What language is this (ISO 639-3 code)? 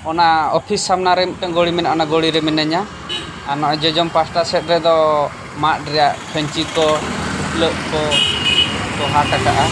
sat